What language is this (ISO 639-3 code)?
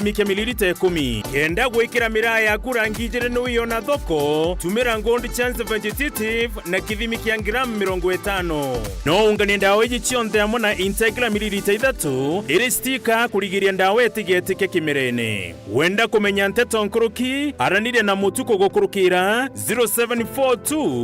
mer